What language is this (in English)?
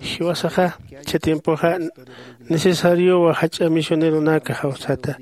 Aymara